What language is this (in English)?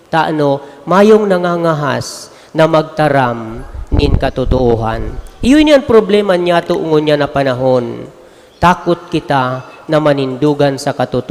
Bikol